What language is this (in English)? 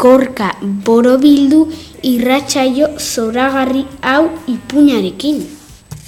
Basque